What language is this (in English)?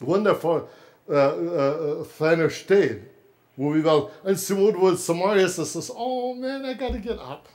Plautdietsch